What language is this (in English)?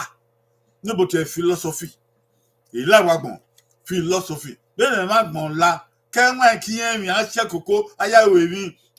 Bini